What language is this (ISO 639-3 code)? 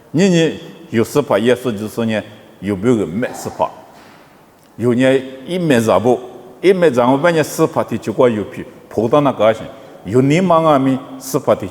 lis